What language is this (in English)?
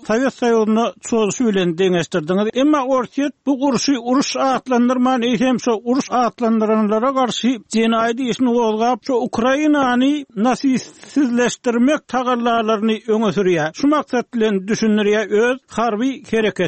Turkmen